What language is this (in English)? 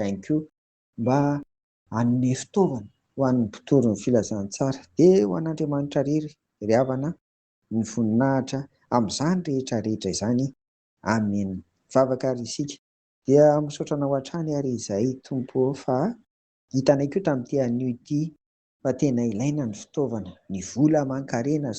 Malagasy